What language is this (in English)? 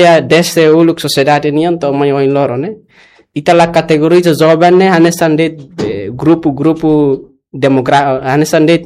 Tetum